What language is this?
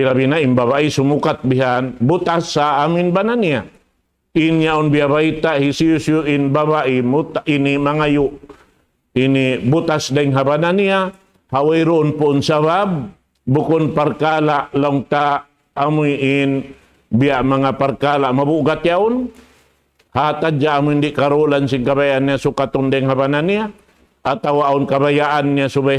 Tausug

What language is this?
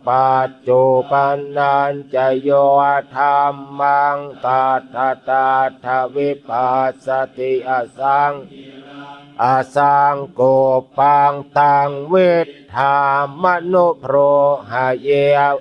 Pali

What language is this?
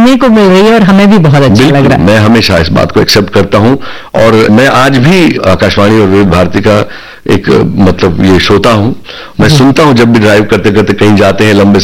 Hindi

